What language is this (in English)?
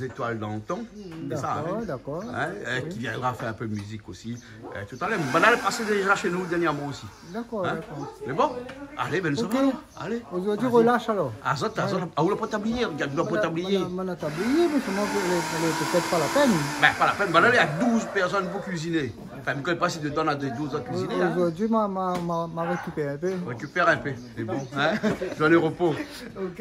Réunion Creole French